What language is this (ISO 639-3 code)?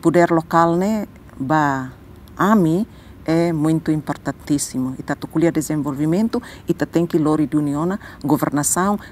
tet